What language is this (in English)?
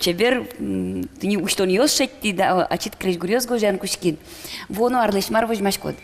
Udmurt